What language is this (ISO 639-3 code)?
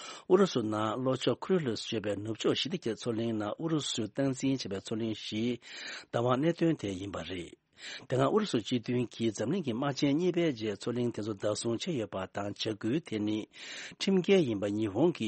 bod